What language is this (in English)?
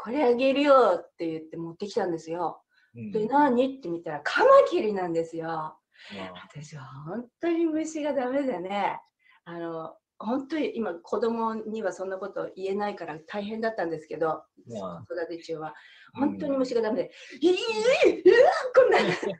Japanese